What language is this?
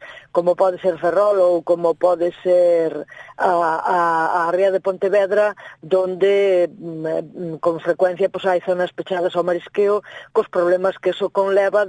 Galician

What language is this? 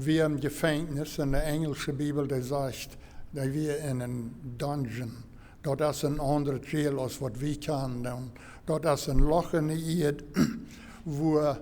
Plautdietsch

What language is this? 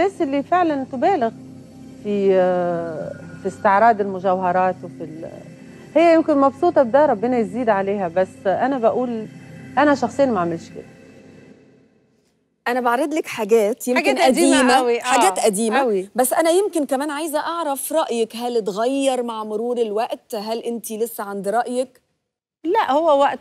Egyptian Arabic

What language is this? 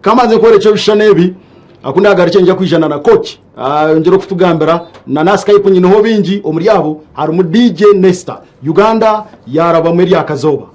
Nyankole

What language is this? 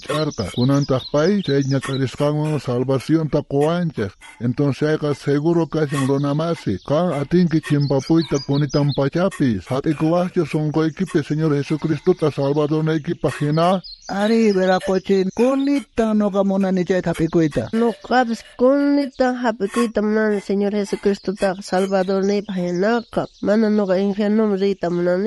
South Bolivian Quechua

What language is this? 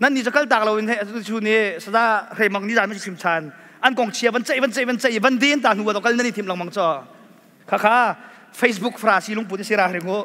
Hakha Chin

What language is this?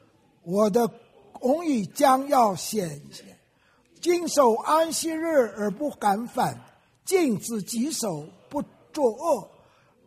Chinese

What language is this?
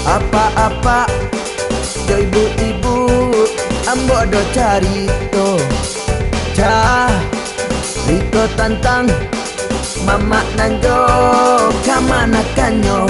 Minangkabau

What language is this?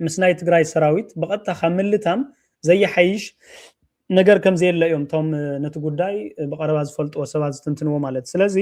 Tigrinya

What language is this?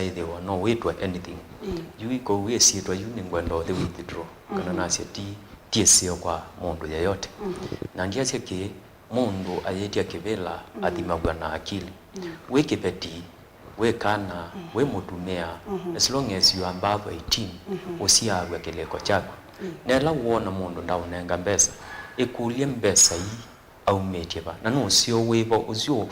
Kamba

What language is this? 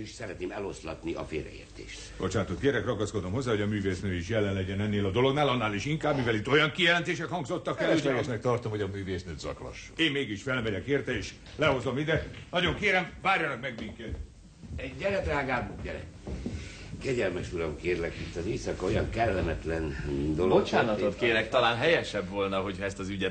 Hungarian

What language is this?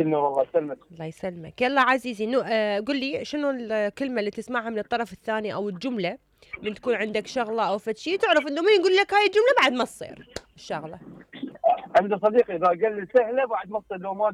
Mesopotamian Arabic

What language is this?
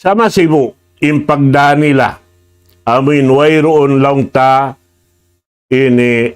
Tausug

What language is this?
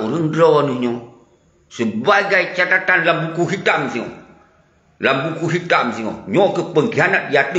Achinese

